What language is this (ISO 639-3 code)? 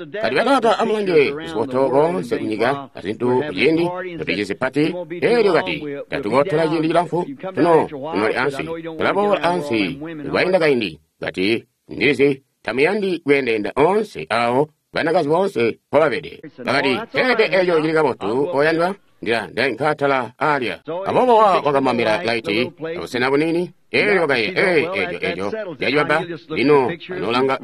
toi